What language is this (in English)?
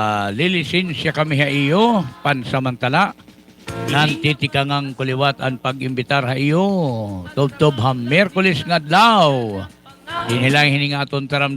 Waray